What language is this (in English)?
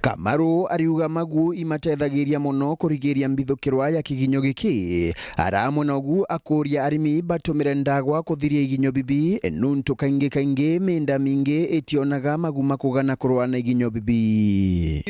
Meru